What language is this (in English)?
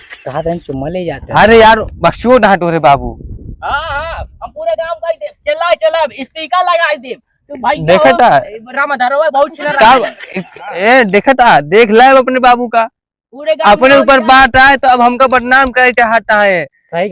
Awadhi